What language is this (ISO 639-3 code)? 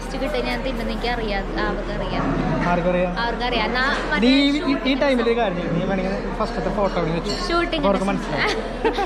mal